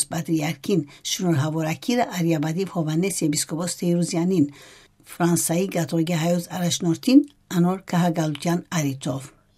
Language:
Armenian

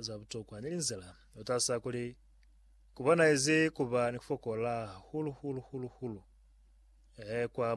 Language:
Lozi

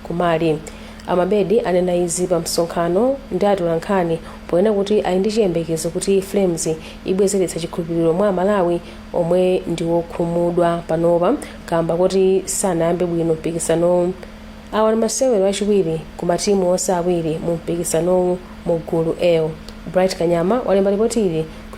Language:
Nyanja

